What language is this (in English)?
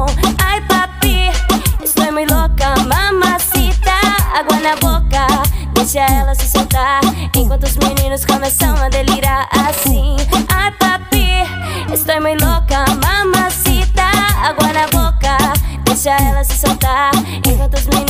Portuguese